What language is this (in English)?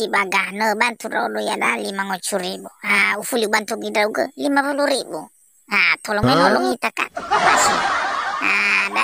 Nias